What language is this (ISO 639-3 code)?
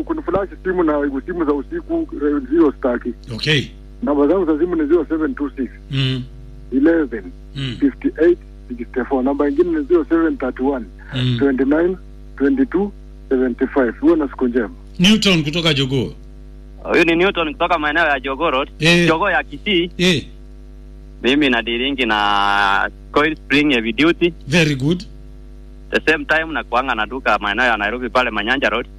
swa